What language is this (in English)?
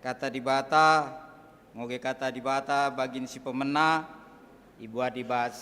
Batak Karo